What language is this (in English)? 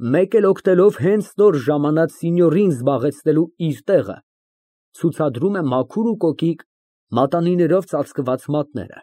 Armenian